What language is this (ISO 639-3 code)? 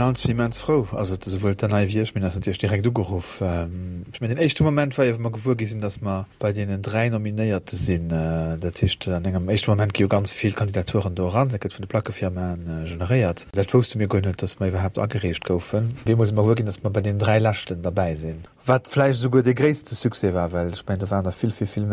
ltz